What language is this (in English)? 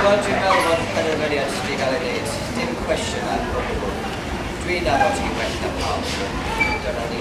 Welsh